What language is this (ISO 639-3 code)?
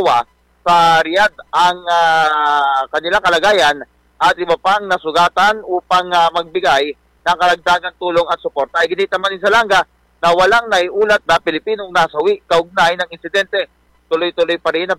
fil